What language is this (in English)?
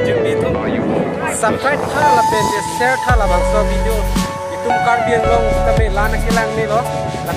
Karbi